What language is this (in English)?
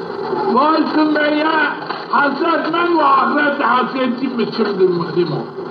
Zaza